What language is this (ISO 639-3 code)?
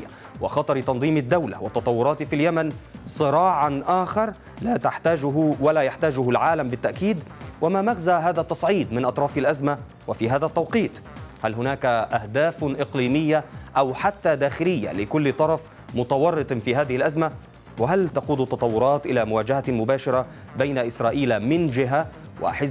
ara